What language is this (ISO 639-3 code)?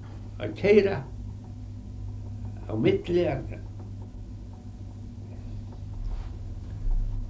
isl